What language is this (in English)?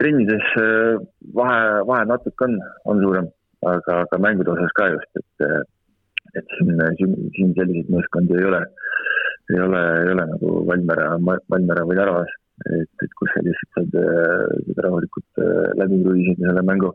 Estonian